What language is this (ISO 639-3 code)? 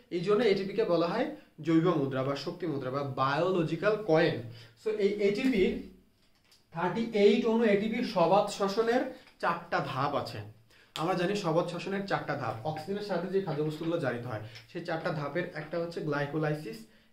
ben